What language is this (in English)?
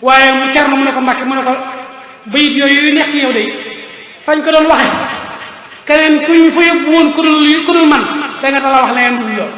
Wolof